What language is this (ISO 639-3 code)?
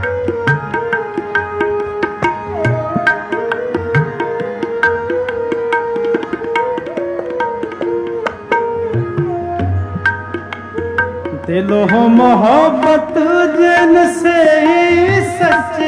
pan